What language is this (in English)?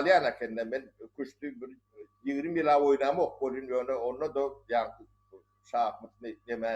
Turkmen